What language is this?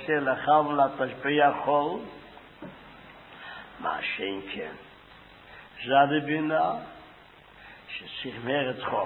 Hebrew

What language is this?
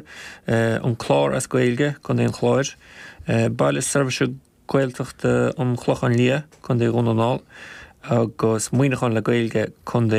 Irish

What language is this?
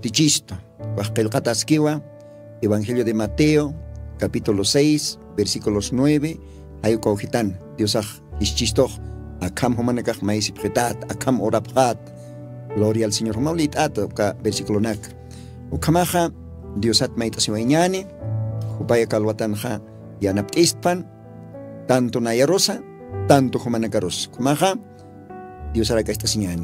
Aymara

